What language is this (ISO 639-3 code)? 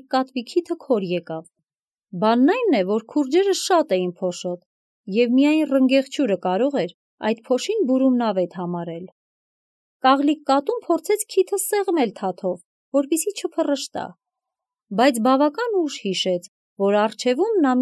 hye